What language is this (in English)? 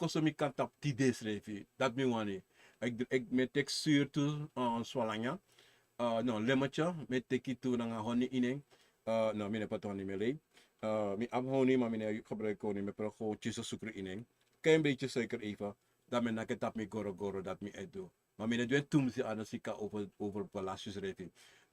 Sranan Tongo